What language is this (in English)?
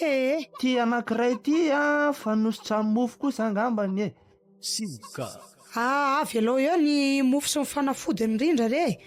Malagasy